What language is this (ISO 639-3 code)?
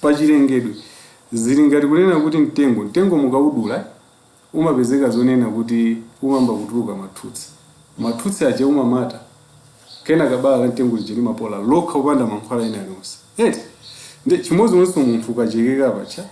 nya